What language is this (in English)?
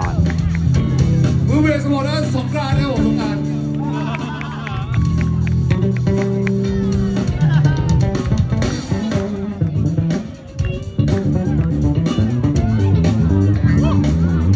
Thai